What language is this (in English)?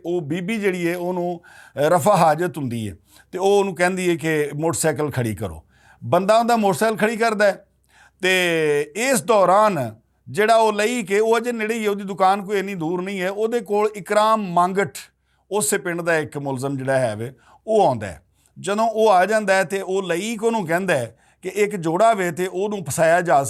Western Panjabi